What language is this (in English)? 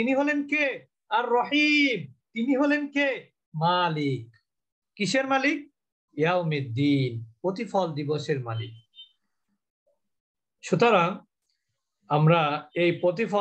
Bangla